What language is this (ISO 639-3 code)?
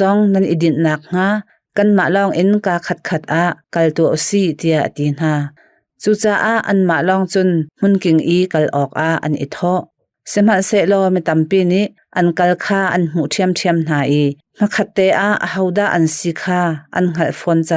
cnh